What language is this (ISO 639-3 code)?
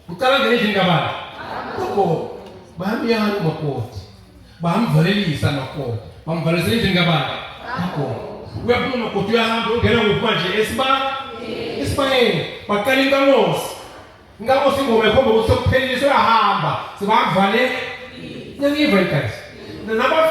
ssw